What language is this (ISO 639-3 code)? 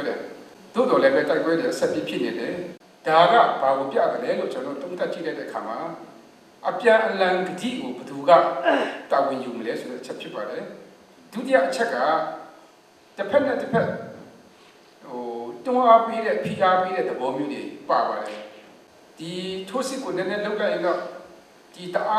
mya